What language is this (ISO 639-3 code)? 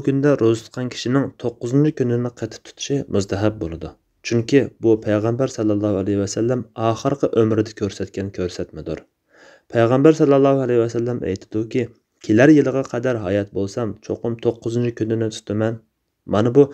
uig